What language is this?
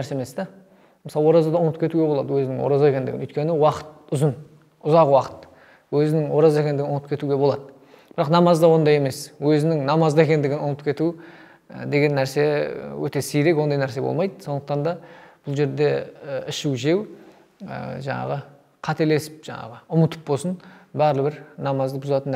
Kazakh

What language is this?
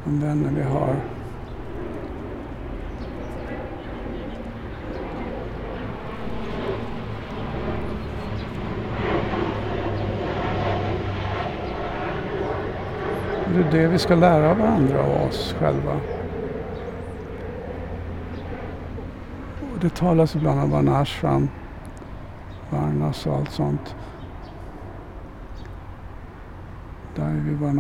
Swedish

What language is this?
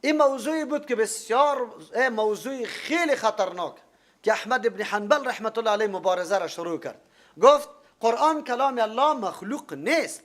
Persian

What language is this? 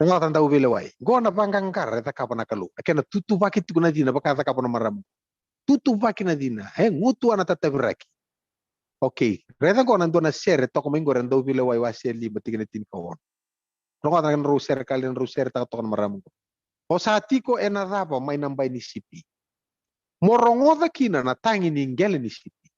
Fijian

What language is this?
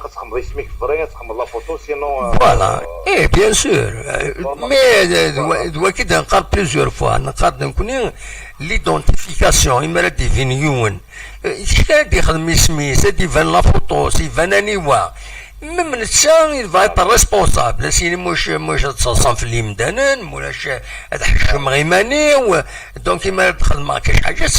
Kabyle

